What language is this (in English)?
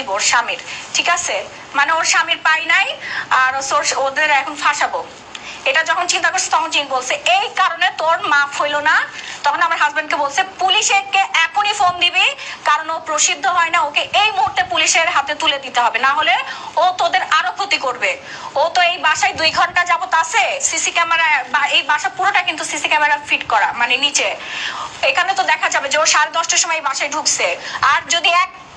Bangla